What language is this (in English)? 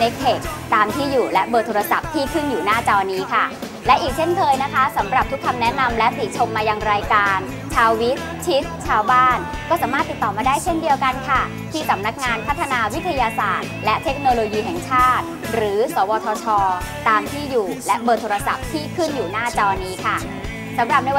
Thai